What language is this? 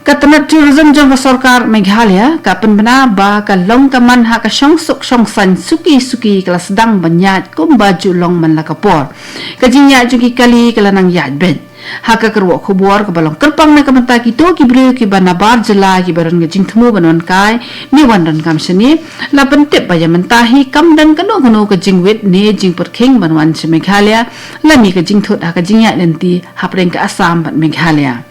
Khasi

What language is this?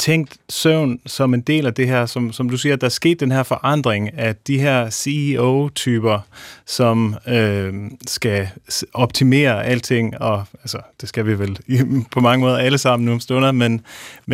Danish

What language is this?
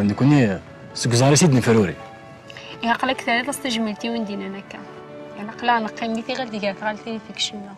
Kabyle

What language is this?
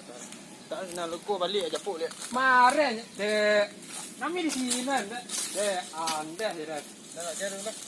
Minangkabau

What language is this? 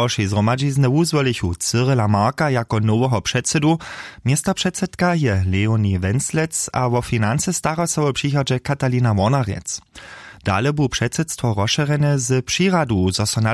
Upper Sorbian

